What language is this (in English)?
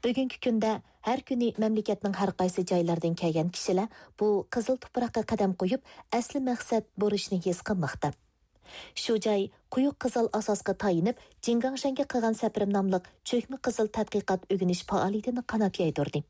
Uyghur